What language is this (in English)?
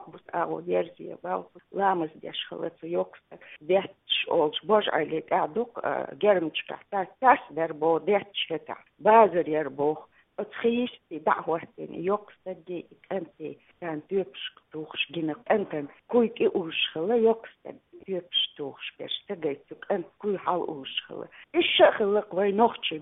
Chechen